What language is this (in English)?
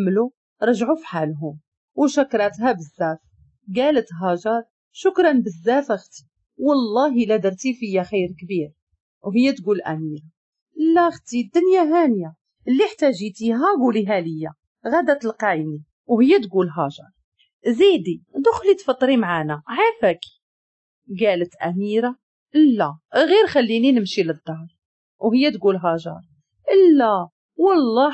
Moroccan Arabic